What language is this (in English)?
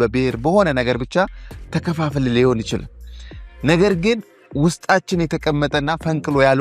Amharic